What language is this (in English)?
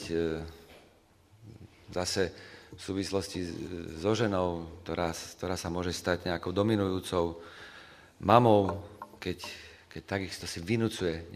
Slovak